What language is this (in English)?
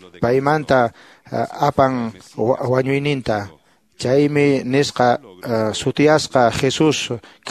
Quechua